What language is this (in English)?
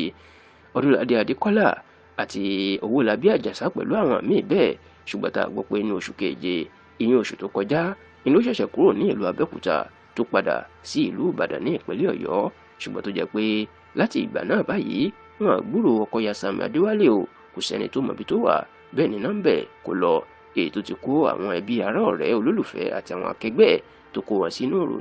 Yoruba